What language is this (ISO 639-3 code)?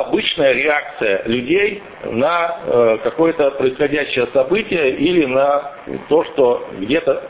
rus